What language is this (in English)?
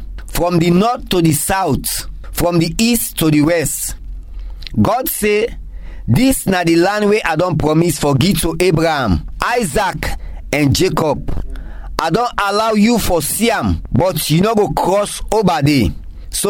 Krio